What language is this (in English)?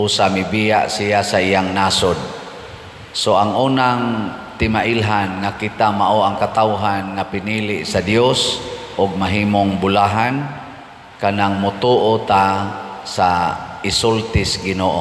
Cebuano